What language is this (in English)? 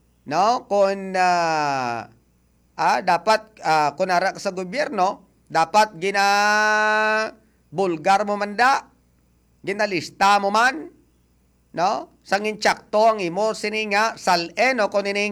Hiligaynon